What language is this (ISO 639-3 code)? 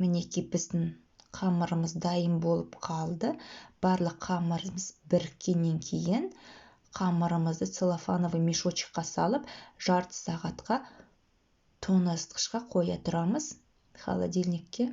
kaz